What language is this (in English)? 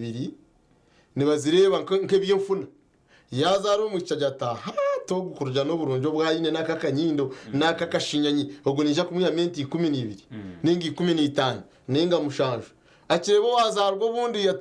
Nyankole